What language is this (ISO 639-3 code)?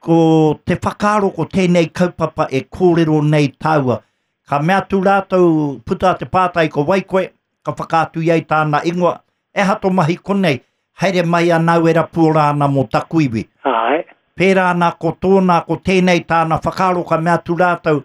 mri